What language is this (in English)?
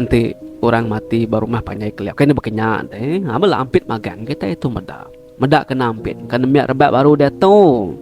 Iban